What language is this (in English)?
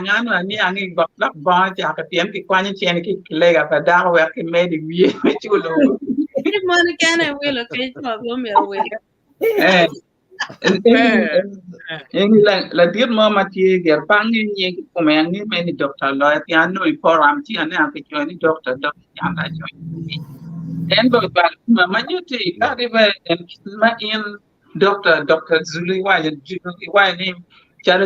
Acoli